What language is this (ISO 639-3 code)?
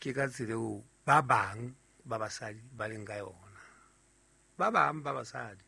sot